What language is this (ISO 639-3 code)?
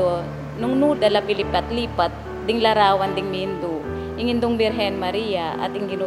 pam